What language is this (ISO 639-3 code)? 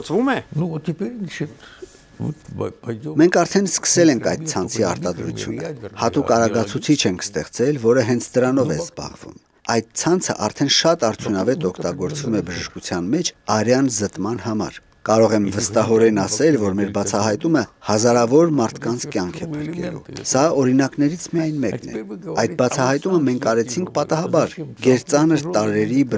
hye